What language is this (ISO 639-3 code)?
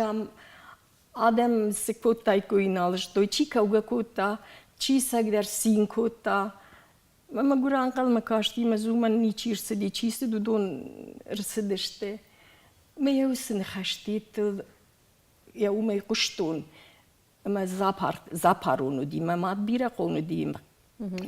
oss